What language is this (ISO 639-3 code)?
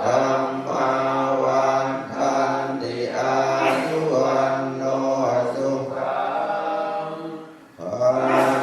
pli